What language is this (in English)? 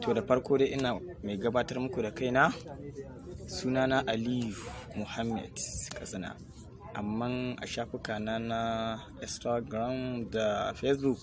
Hausa